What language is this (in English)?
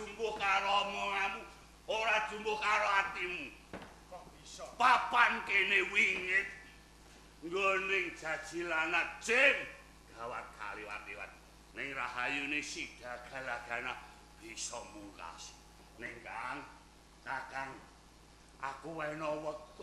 Javanese